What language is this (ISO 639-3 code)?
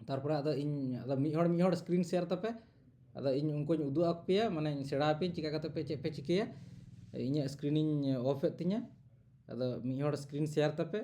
sat